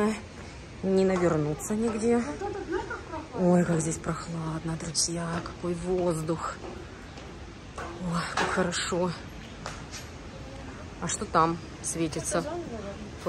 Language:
Russian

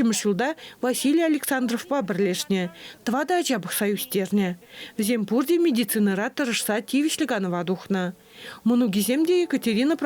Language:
Chuvash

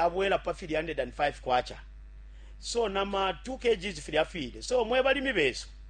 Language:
Bemba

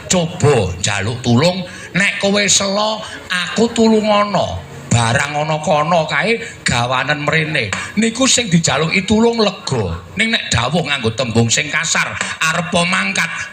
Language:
Javanese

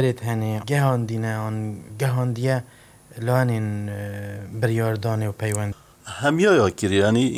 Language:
Kurdish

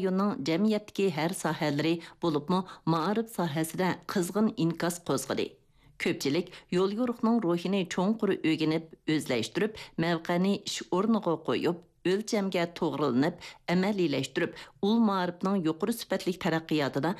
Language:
Uyghur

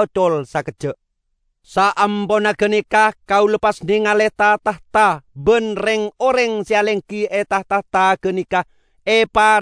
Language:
Madurese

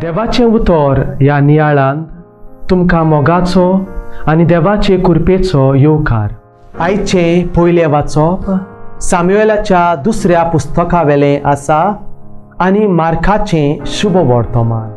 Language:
Konkani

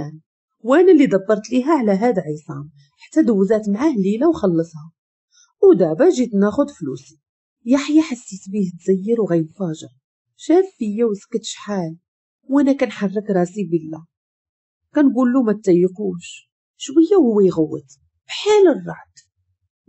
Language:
Moroccan Arabic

